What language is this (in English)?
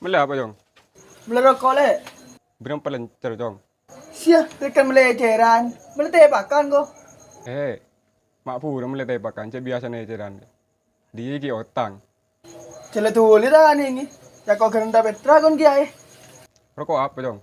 Madurese